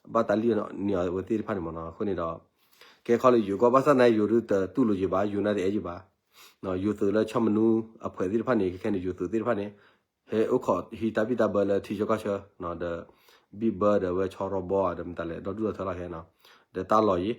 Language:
S'gaw Karen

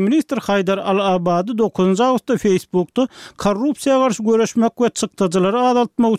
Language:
Turkmen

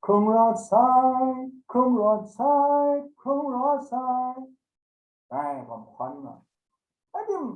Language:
Kachin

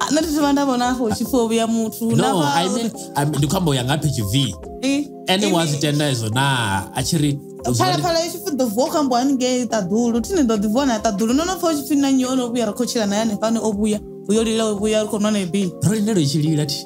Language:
Venda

